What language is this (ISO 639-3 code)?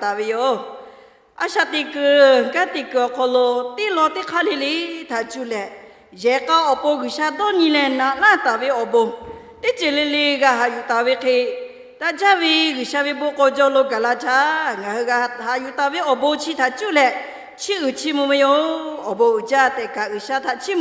lhu